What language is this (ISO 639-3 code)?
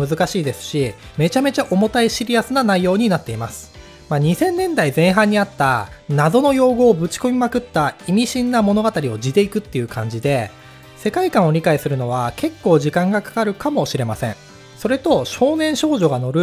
jpn